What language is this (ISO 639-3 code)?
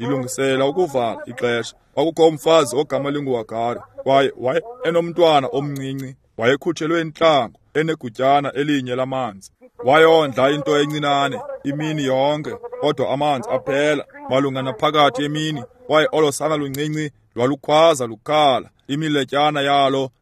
xho